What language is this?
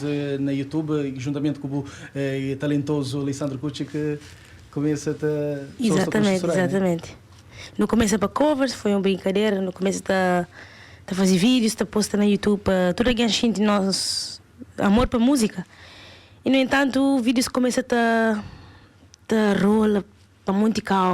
Kabuverdianu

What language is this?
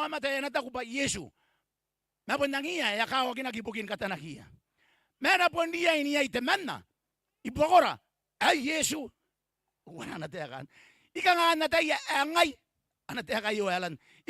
Gilbertese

